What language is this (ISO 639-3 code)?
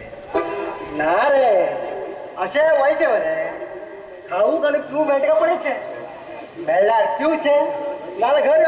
kok